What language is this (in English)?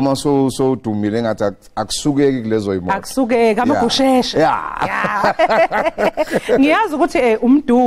Zulu